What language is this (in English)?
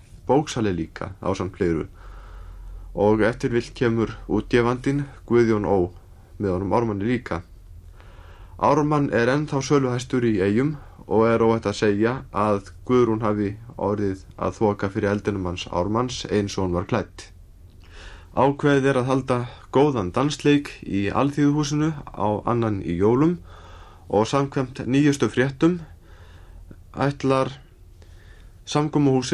Icelandic